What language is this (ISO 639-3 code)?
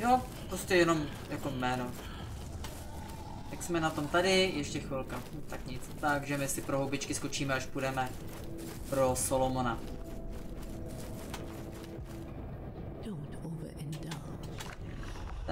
ces